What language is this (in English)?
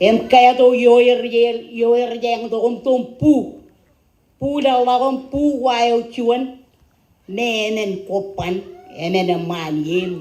Marshallese